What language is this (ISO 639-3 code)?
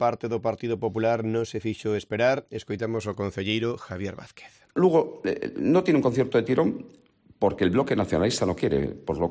glg